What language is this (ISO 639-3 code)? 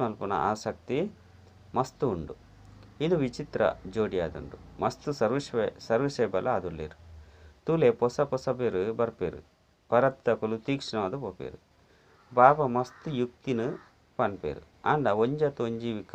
tcy